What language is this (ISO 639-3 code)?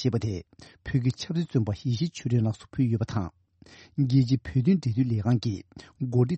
bod